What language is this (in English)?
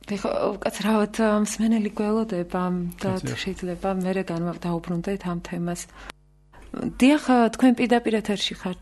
Georgian